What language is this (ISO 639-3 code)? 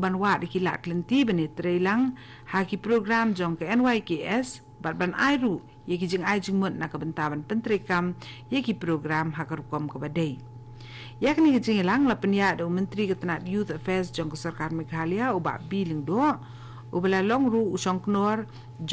kha